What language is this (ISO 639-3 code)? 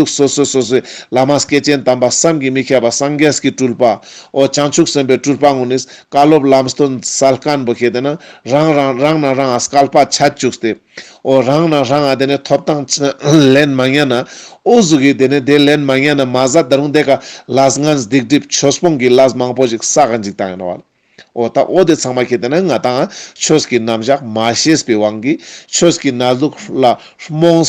lbj